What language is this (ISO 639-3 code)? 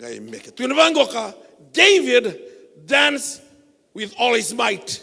fij